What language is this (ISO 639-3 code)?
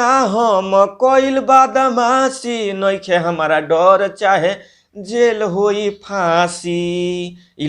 bho